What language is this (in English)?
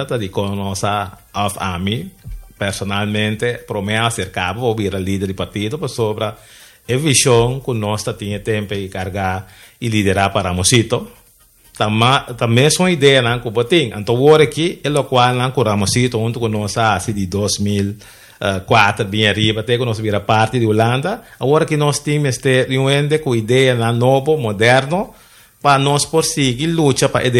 Papiamento